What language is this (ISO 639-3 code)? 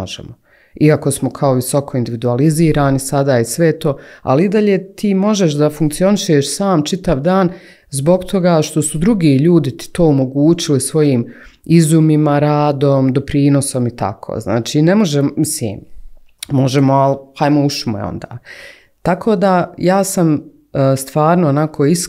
bos